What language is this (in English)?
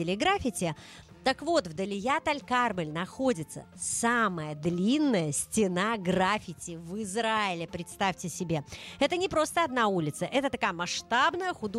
Russian